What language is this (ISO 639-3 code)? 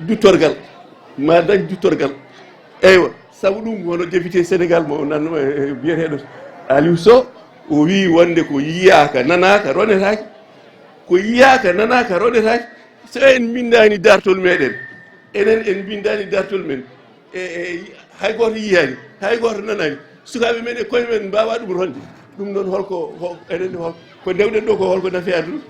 ful